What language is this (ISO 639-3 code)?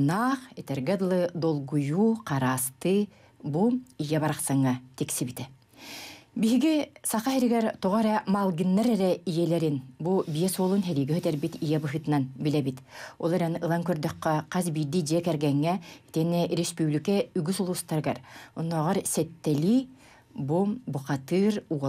sah